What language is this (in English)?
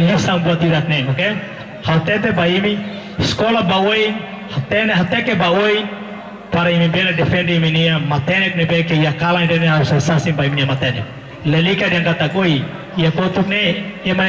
Tetum